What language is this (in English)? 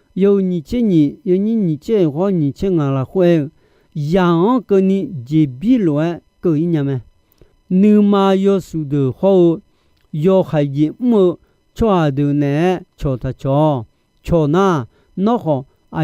Akha